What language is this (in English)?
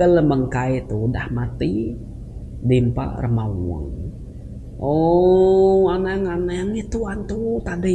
Iban